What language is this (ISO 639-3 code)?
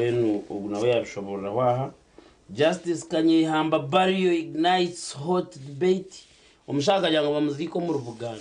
nyn